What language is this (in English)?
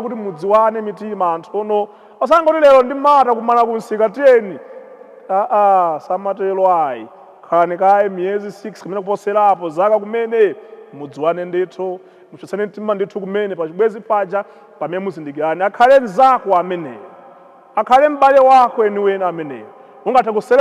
Nyanja